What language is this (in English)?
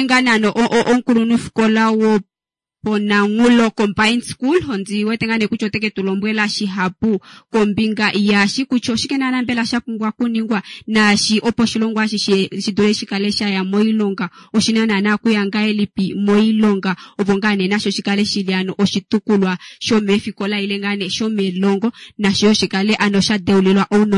Kuanyama